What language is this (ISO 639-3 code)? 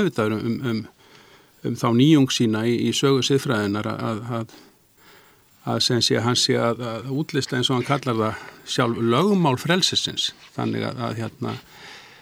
isl